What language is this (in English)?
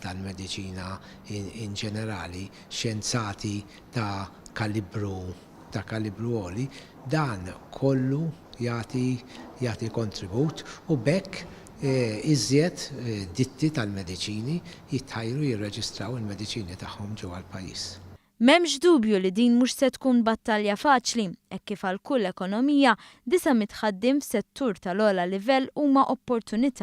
Maltese